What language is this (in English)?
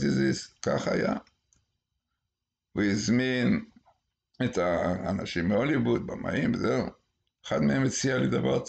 Hebrew